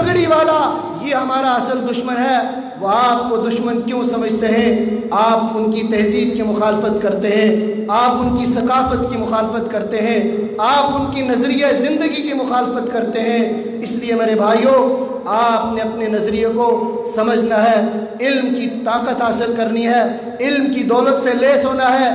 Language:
Urdu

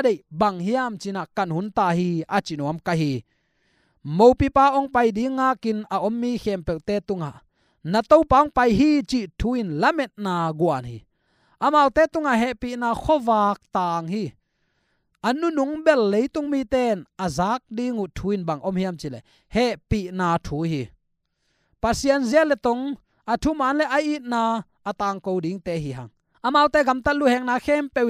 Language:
Tedim Chin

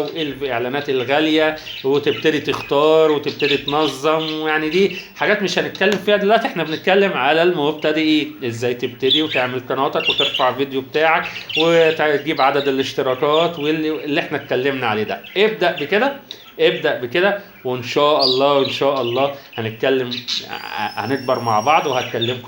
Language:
Egyptian Arabic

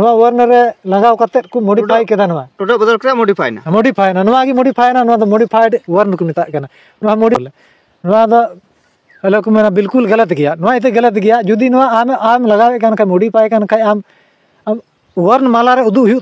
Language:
Santali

